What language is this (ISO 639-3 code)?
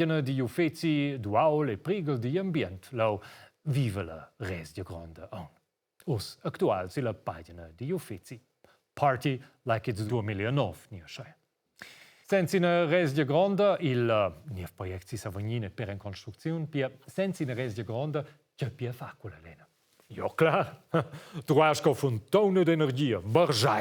roh